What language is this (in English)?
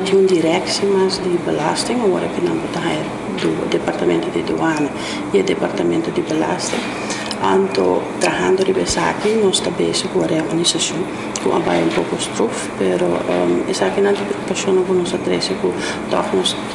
Papiamento